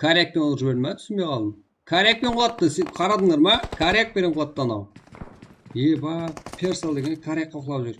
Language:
Kara-Kalpak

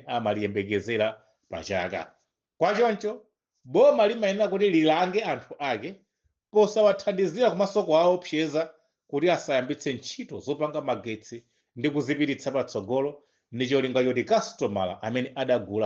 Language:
Nyanja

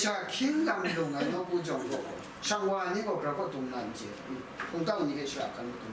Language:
Kachin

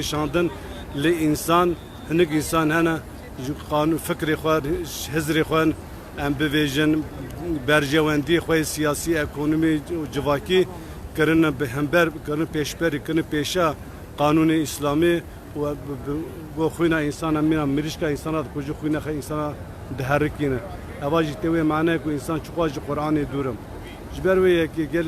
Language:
Kurdish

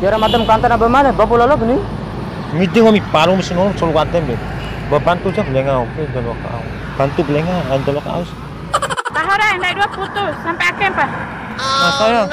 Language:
Bima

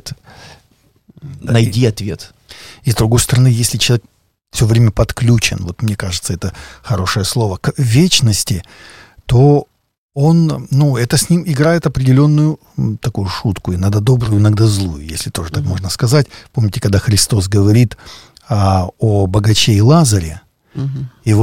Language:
Russian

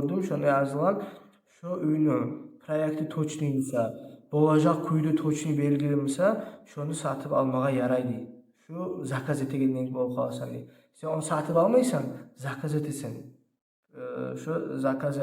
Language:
Kumyk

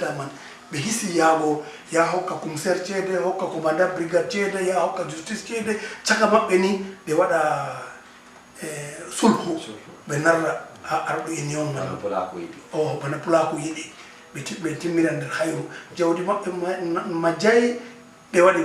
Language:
Fula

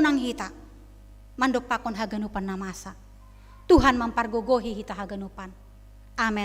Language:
Batak Simalungun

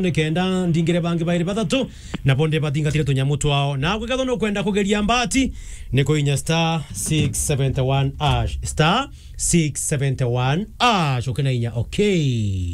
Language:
Meru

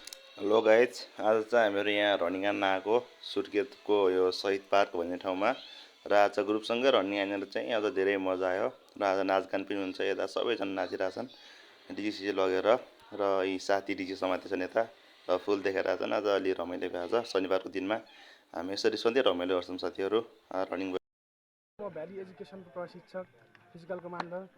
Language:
Nepali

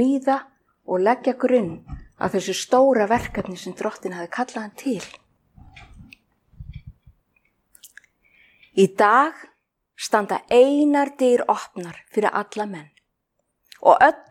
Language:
Icelandic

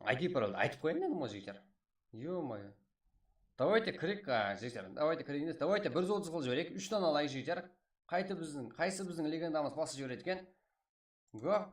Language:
Kara-Kalpak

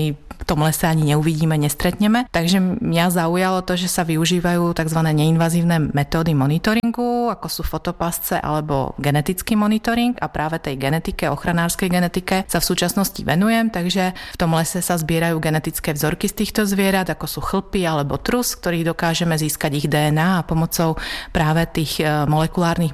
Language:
Slovak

